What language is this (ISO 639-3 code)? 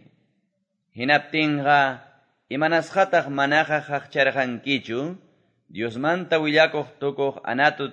que